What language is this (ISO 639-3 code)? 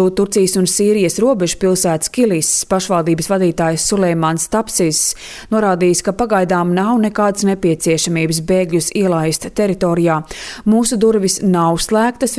lav